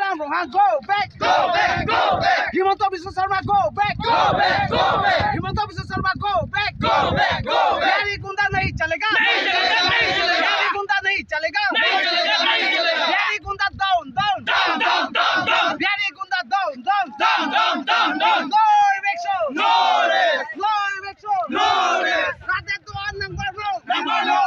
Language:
Karbi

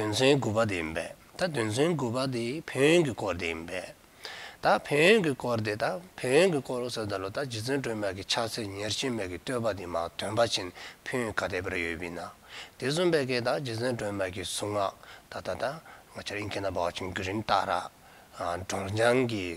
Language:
Dzongkha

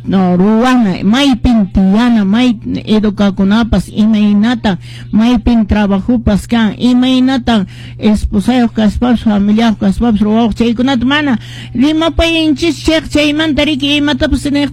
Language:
Quechua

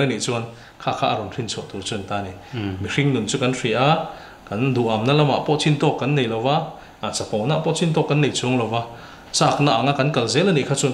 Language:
Mizo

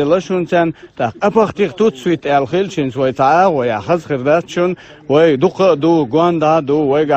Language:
Chechen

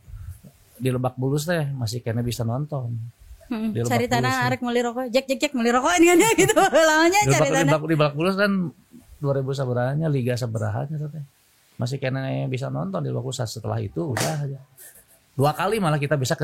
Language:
Sundanese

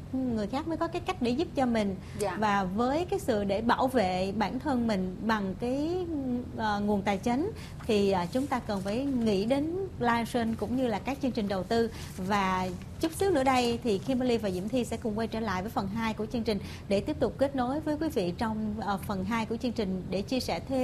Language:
Vietnamese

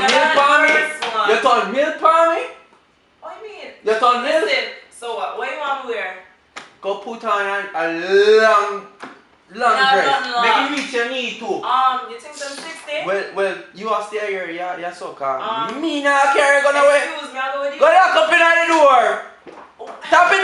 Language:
Jamaican Creole English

